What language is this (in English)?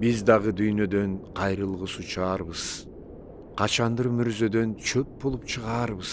Kyrgyz